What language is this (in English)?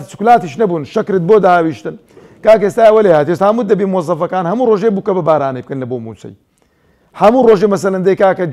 Central Kurdish